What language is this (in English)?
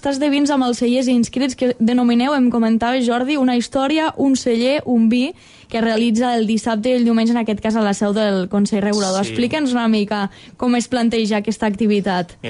Catalan